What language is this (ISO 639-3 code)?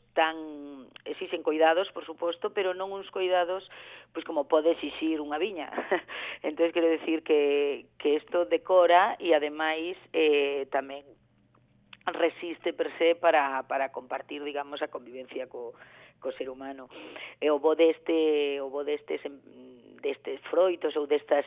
glg